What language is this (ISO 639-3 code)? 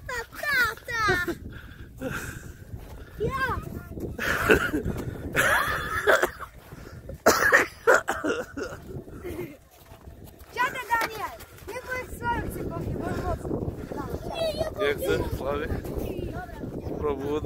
ukr